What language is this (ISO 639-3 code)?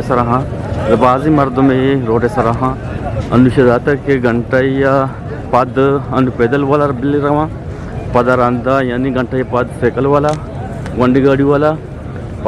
bgp